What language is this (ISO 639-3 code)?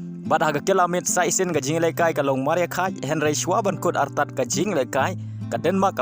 kha